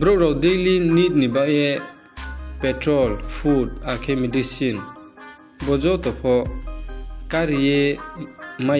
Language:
Riang (India)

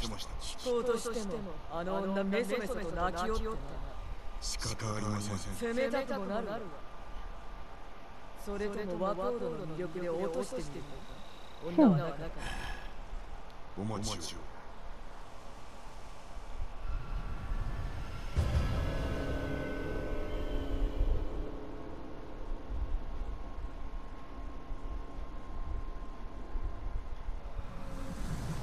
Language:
Japanese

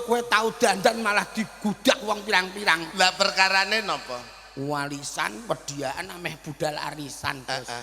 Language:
Javanese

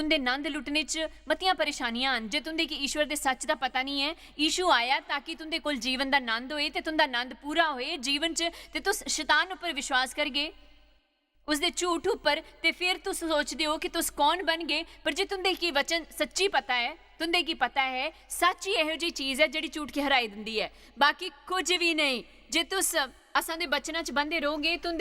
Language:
Dogri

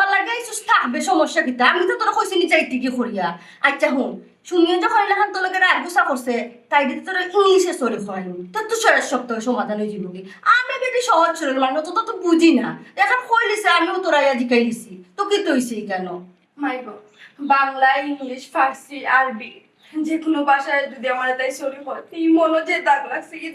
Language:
Sylheti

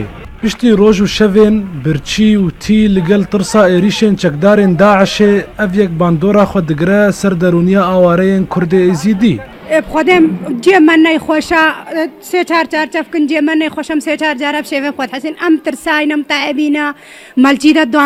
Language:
Kurdish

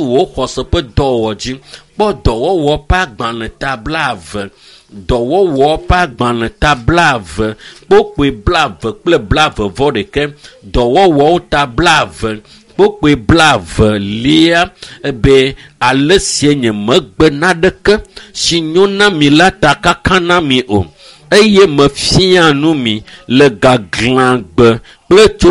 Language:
Ewe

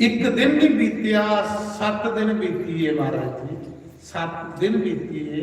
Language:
Dogri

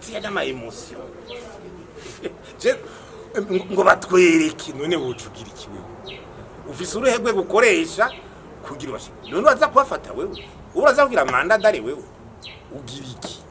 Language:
Rundi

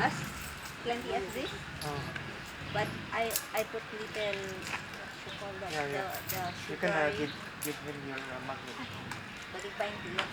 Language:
Cebuano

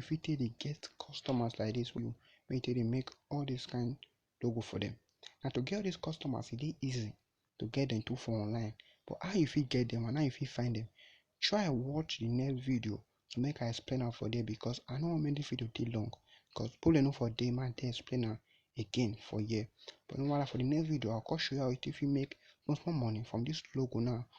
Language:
Nigerian Pidgin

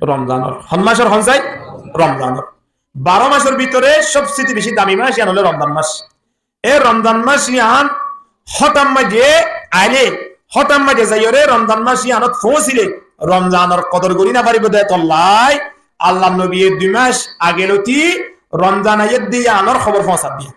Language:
Rohingya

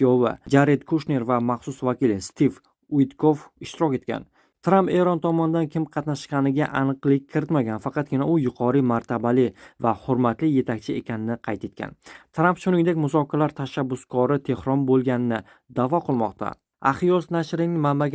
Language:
Uzbek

